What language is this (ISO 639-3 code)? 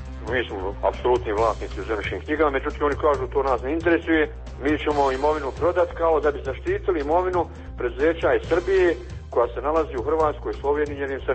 srp